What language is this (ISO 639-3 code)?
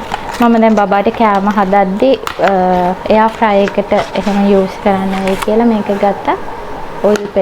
sin